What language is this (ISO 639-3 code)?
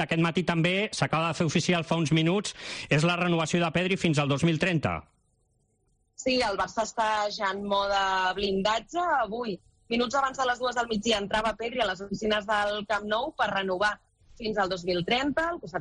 cat